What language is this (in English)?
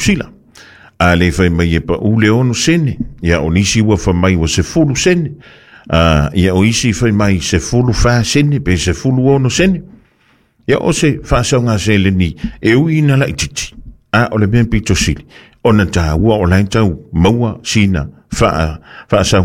Samoan